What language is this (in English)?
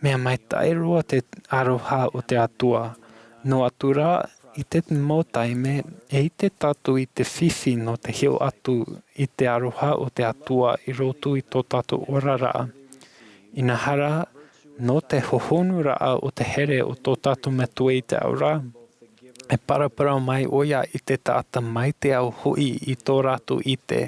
Tahitian